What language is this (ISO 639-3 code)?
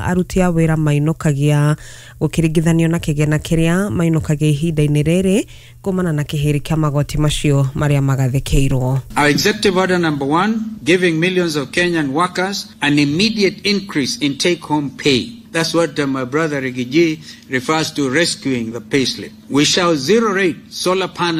kik